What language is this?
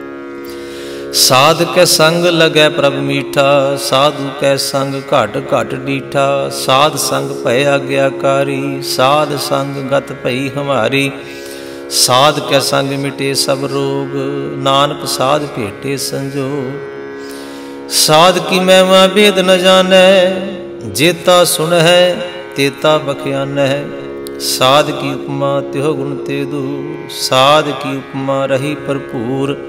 Punjabi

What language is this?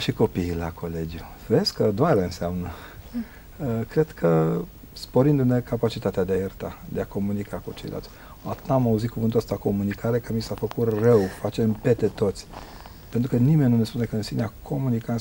Romanian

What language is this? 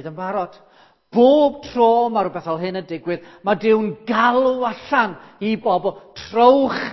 Welsh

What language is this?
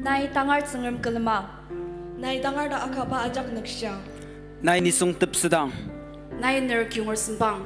Ao Naga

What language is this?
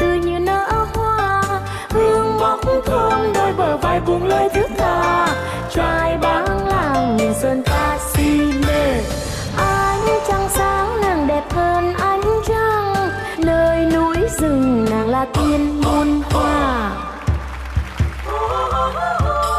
Vietnamese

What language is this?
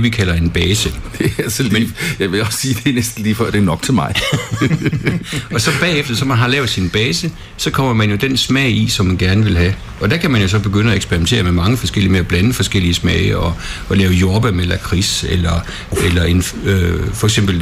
Danish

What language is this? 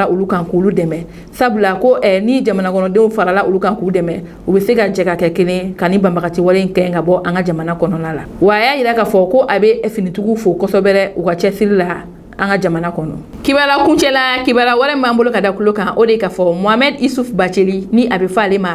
Bambara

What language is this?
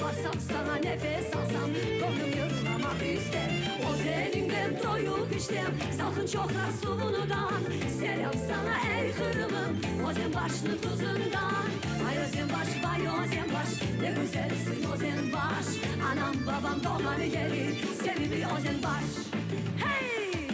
Crimean Tatar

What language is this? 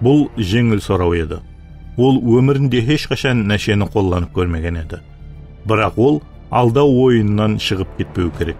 Kara-Kalpak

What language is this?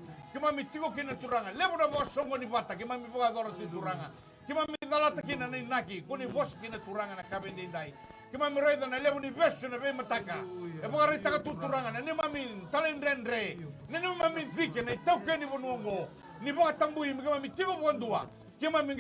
Fijian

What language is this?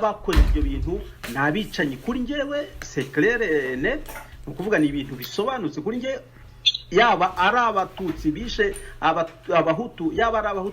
Kinyarwanda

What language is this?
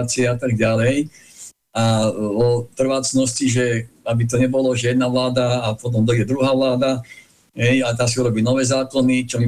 Slovak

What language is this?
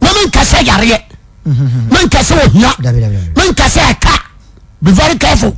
Akan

